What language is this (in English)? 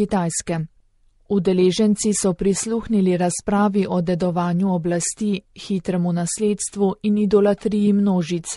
Slovenian